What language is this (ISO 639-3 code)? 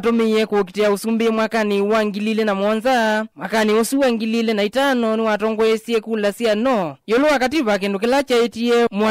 kam